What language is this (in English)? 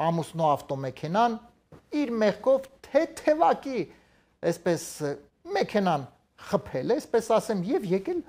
Armenian